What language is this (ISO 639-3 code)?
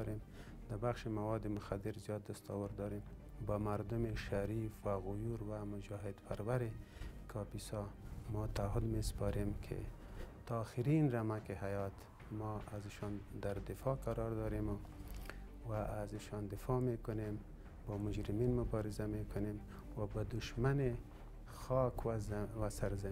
fas